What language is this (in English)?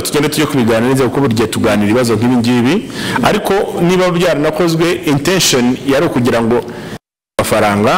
Kinyarwanda